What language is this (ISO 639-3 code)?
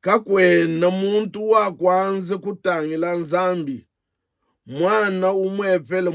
lua